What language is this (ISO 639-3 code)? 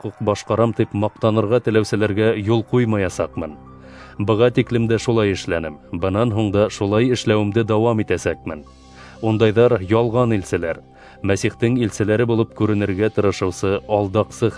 bak